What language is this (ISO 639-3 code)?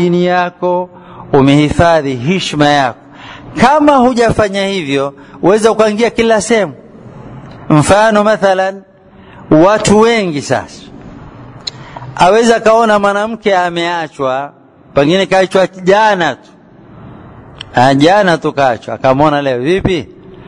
swa